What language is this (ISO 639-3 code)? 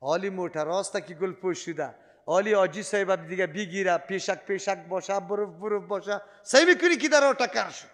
fas